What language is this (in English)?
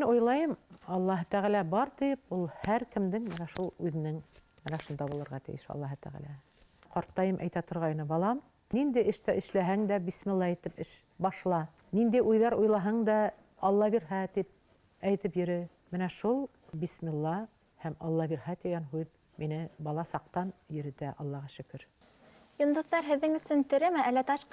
Bashkir